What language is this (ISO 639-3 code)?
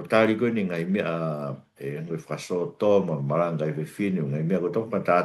ton